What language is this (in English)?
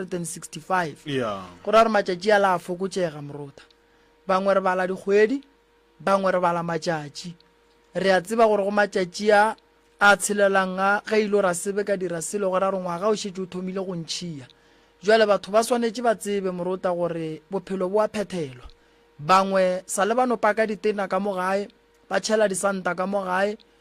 Northern Sotho